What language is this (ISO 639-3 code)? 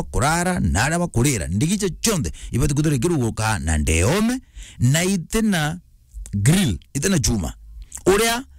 mer